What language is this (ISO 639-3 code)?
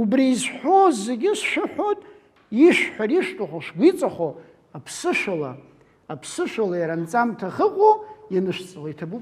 abk